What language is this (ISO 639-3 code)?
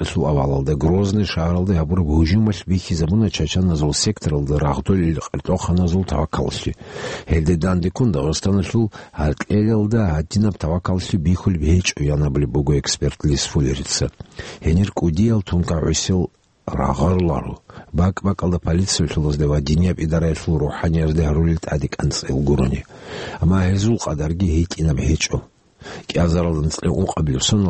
ava